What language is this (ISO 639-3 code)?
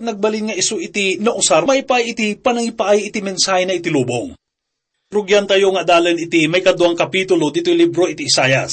ilo